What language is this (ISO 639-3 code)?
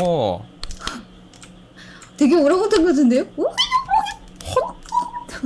kor